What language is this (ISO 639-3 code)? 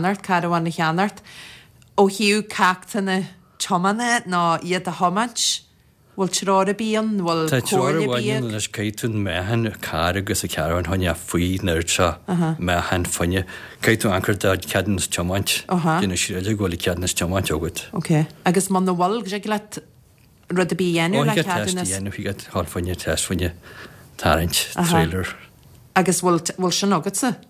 gle